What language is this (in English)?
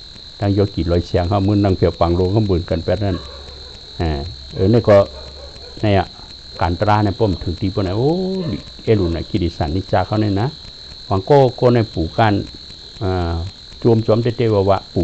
Shan